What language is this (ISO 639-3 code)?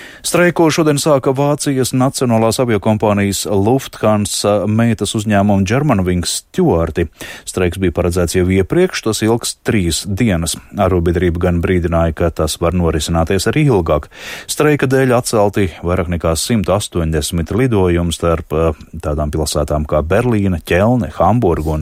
lav